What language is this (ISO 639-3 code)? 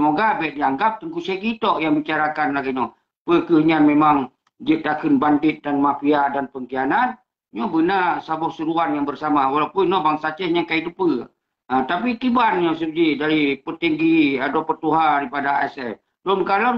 ace